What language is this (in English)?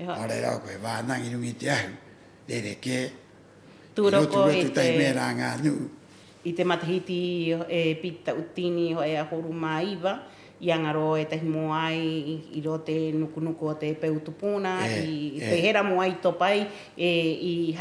Rapanui